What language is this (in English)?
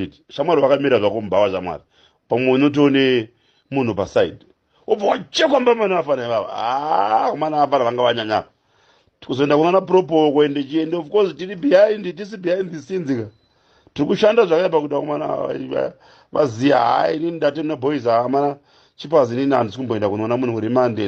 Shona